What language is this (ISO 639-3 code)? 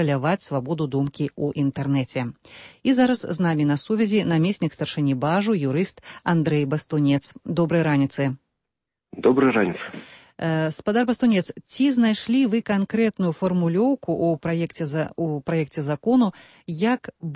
bel